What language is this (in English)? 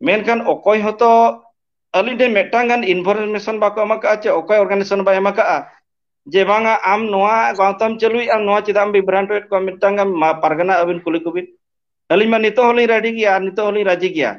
Santali